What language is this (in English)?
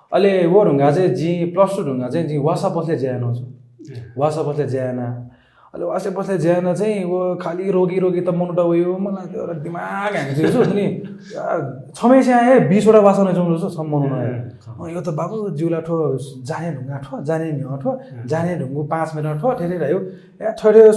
Newari